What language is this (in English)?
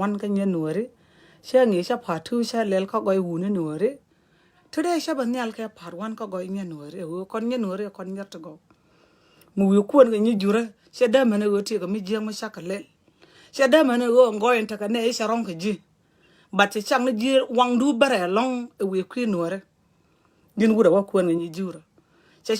Nuer